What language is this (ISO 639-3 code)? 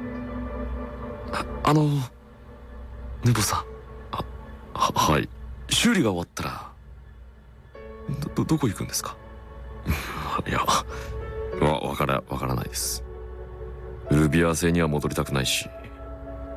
jpn